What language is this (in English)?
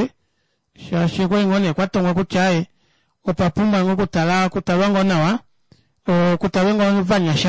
Kuanyama